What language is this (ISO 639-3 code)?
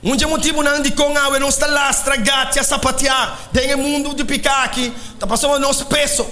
pap